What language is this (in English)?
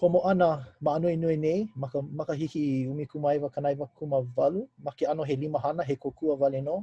Hawaiian